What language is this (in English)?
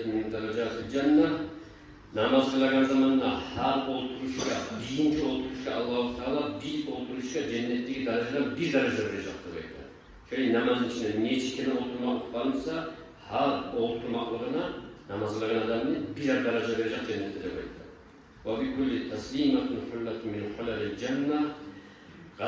Kumyk